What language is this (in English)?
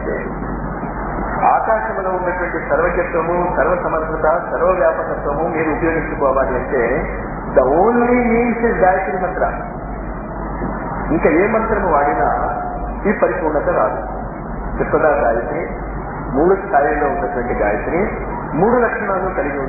Telugu